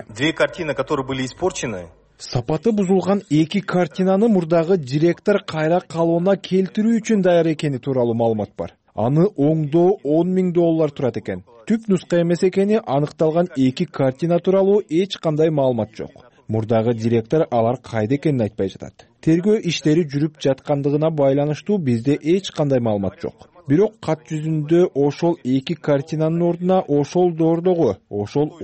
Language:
Kyrgyz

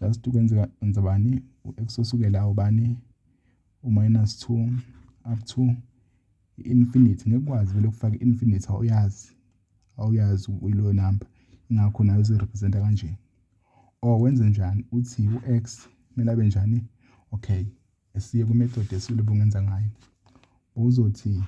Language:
Zulu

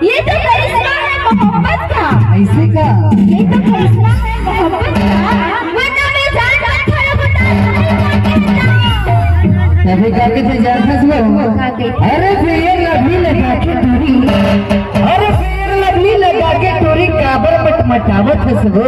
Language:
Chhattisgarhi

